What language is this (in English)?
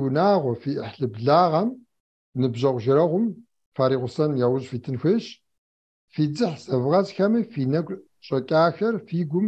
Kabardian